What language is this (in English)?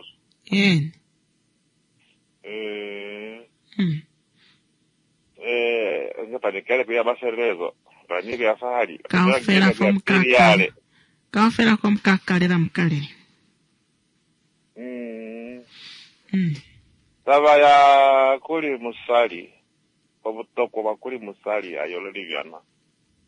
Swahili